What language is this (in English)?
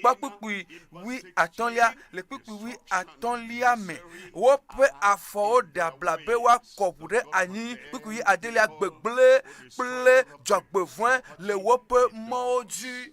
Ewe